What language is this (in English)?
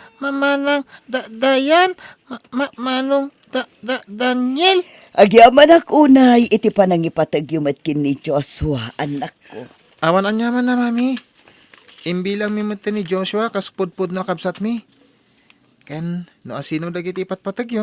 Iloko